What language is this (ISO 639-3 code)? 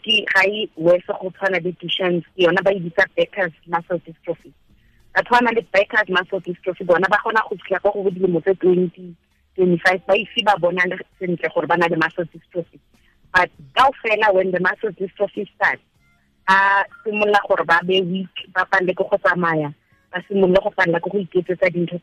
tsn